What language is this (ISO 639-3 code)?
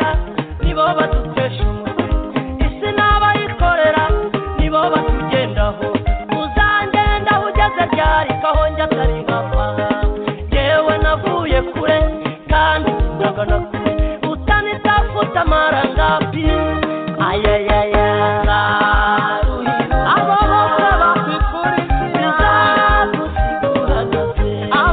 kin